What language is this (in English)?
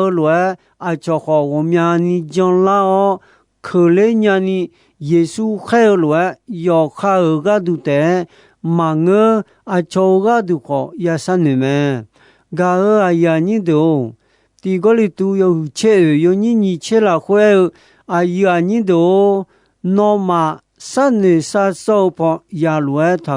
Akha